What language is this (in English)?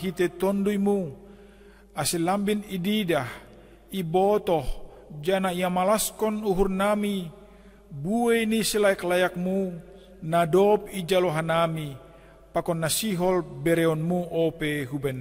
Batak Simalungun